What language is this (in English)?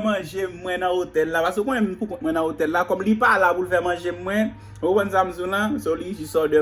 Haitian Creole